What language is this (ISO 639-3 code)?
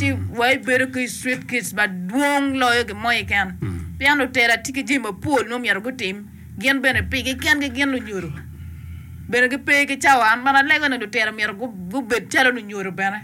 ach